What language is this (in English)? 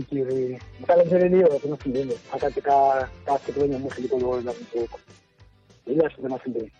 Tsonga